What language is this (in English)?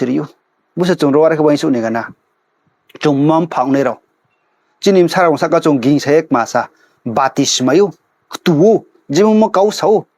Riang (India)